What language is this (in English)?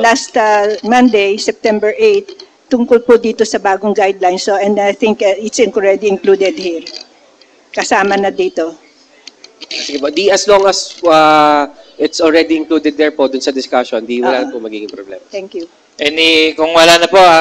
Filipino